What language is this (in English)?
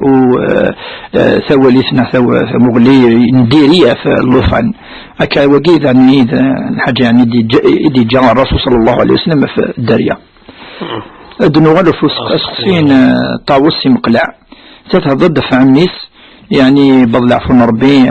Kabyle